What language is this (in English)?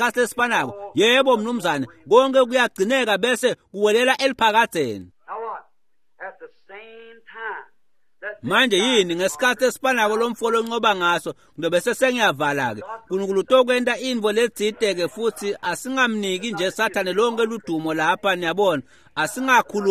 Swati